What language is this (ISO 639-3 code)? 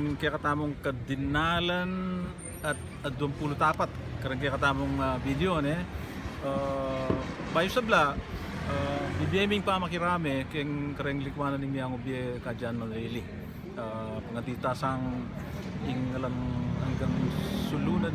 pam